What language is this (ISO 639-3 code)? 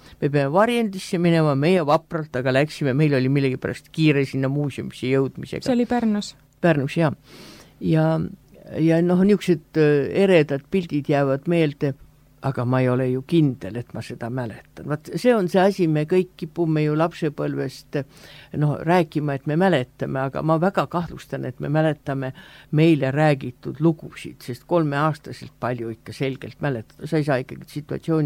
est